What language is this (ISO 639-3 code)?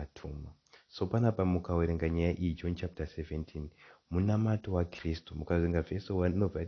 sna